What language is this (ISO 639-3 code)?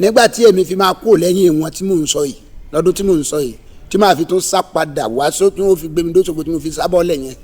yor